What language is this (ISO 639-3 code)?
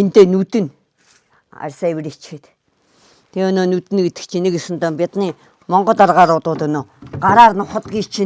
mon